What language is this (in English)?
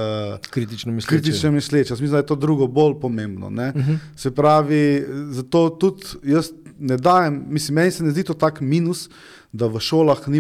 Slovenian